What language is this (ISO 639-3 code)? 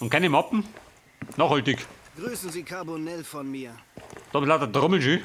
bar